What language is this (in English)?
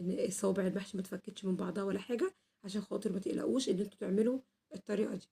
Egyptian Arabic